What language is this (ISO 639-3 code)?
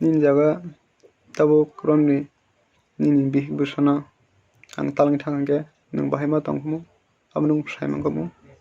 trp